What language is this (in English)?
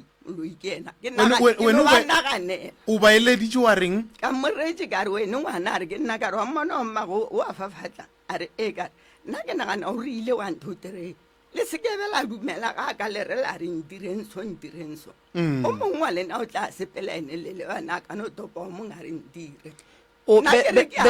Northern Sotho